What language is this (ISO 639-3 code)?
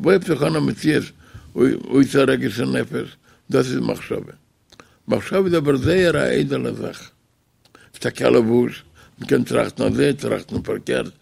yid